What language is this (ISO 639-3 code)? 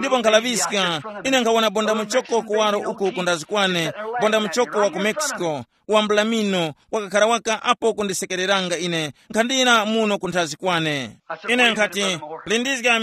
tum